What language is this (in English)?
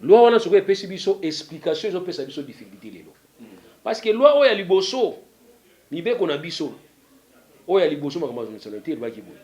Lingala